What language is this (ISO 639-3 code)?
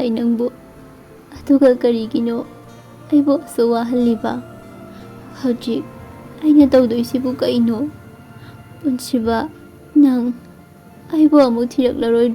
mni